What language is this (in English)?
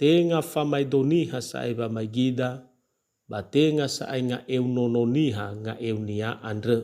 Nias